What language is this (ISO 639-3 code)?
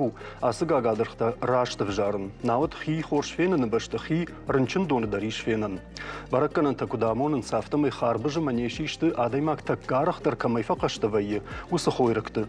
oss